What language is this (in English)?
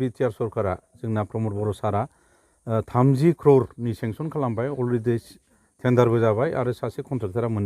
Bodo